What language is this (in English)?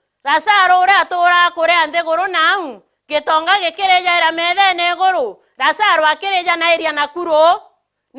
Meru